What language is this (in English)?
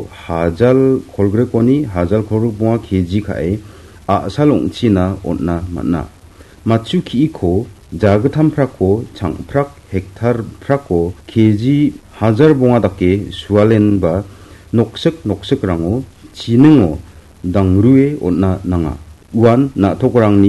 Garo